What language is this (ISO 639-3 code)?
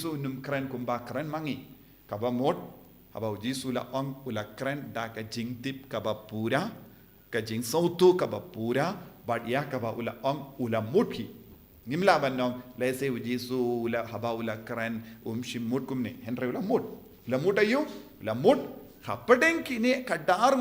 kha